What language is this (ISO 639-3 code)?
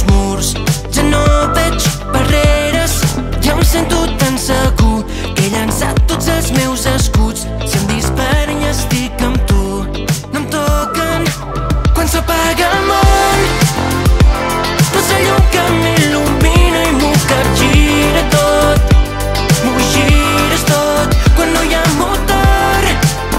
cat